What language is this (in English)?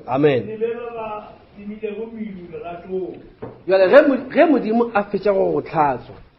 Northern Sotho